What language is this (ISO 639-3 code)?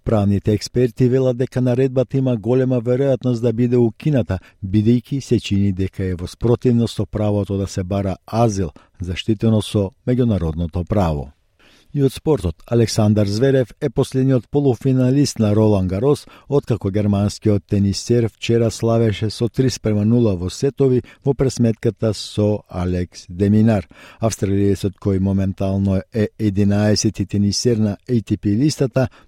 mkd